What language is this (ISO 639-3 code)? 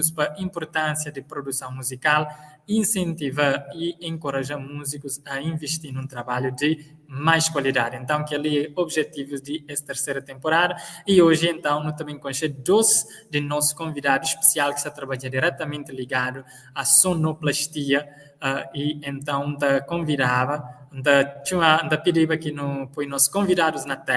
kea